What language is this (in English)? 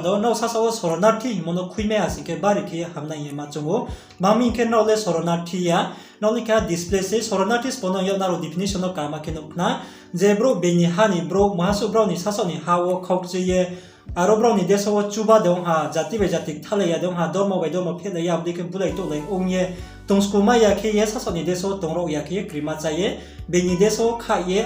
Riang (India)